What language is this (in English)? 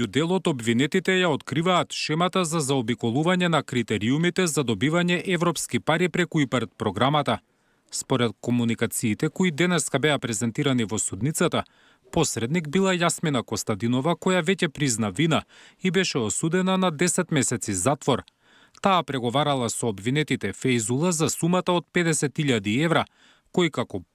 Macedonian